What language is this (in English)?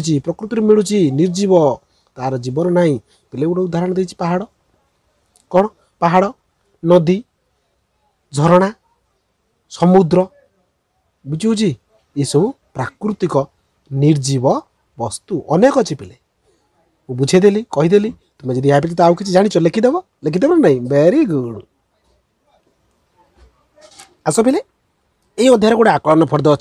Odia